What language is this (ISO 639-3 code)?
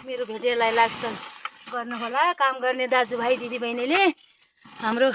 nep